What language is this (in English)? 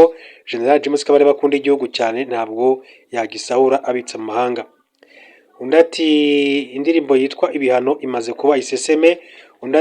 Kinyarwanda